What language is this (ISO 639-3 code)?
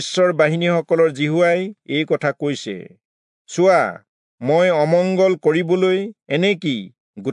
asm